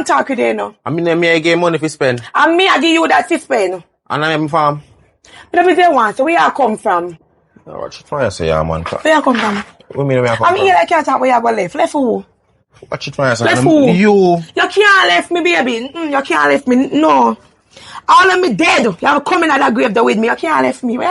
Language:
Jamaican Creole English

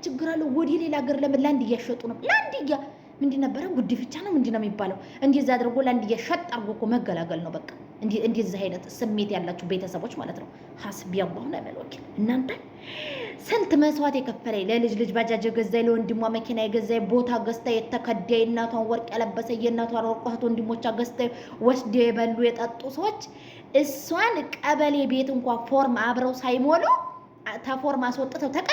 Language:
Amharic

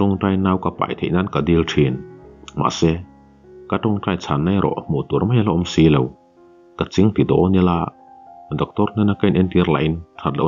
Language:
Mizo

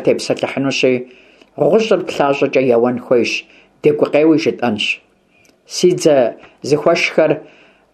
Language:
Kabardian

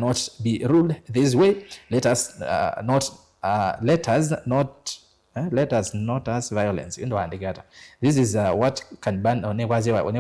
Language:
Kamba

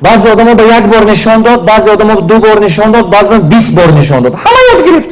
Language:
Tajik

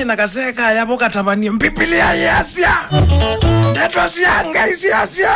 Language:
Kamba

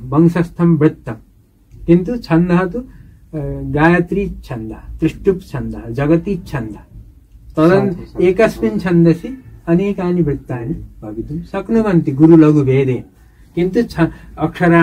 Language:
Sanskrit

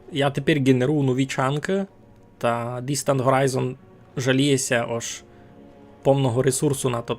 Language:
Rusyn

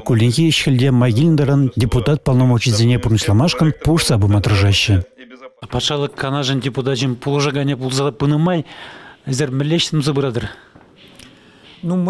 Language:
Chuvash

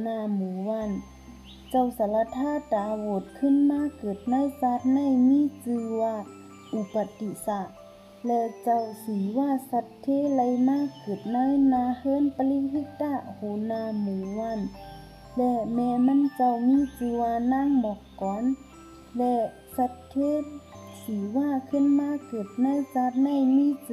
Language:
Shan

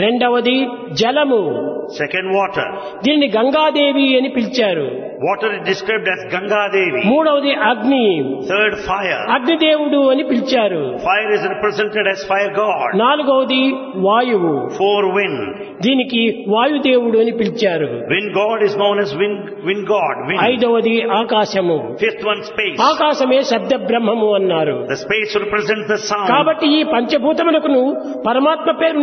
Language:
Telugu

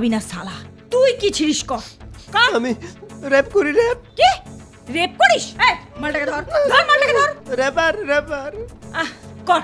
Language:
Bangla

